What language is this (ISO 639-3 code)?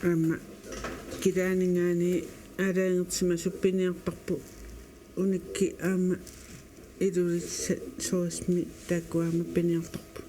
kal